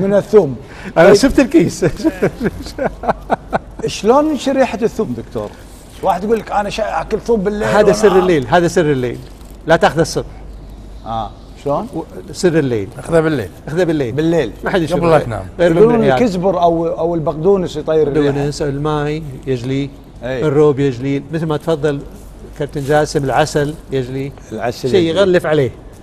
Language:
Gulf Arabic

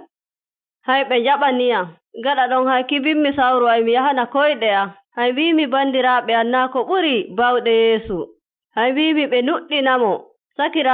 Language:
Fula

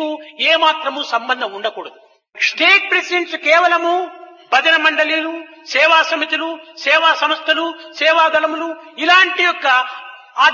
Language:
Telugu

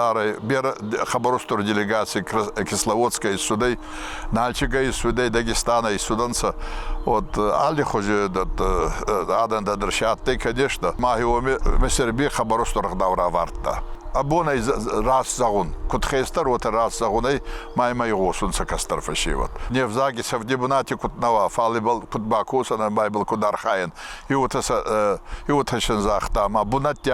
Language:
Ossetic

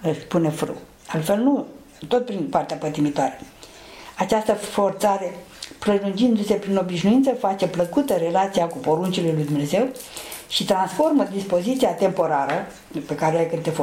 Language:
Romanian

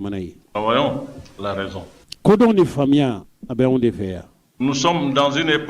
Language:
Bambara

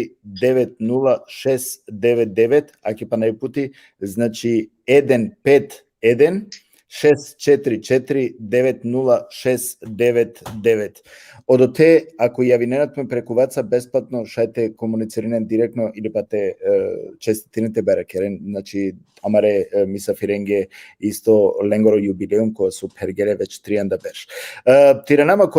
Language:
Balkan Romani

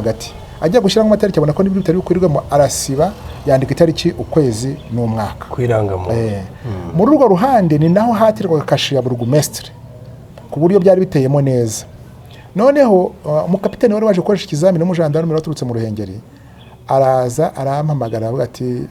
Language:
Kinyarwanda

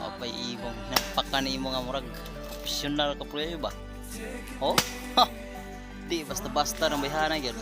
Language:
Cebuano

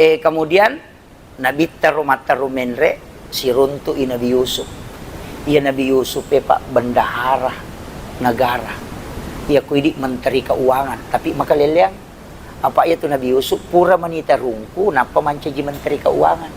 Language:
Buginese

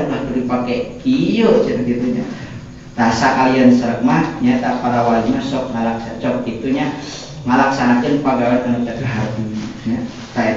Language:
Sundanese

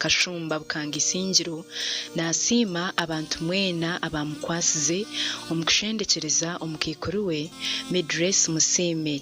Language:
Nyankole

